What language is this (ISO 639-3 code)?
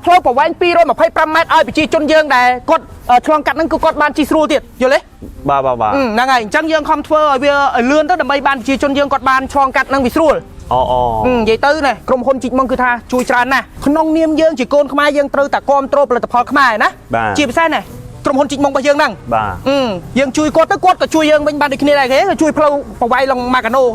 khm